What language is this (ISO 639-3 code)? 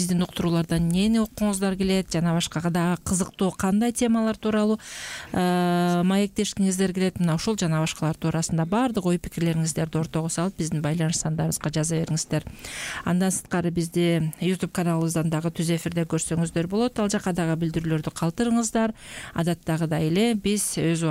kir